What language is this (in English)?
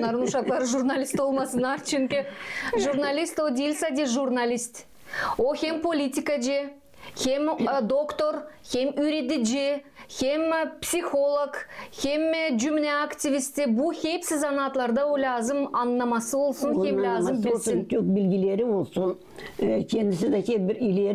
Gagauz